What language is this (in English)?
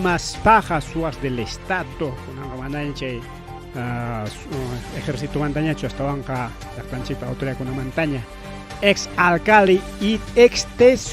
Ayacucho Quechua